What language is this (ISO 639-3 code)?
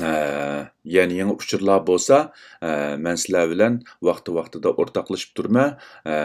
uig